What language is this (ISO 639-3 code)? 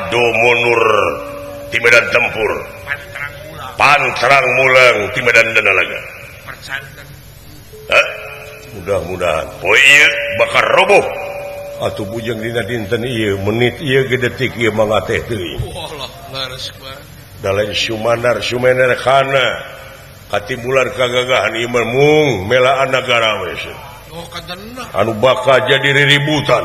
sun